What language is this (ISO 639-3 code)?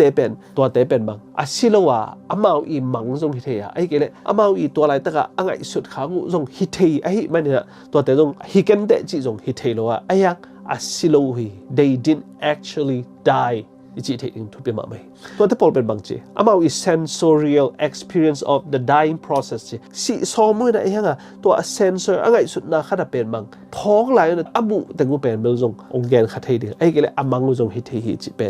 ctd